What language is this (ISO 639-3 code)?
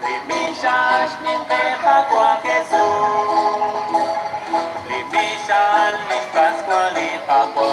kek